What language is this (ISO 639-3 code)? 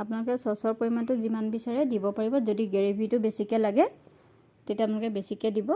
asm